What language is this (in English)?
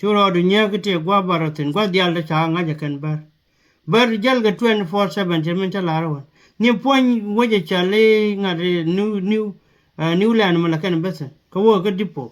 Nuer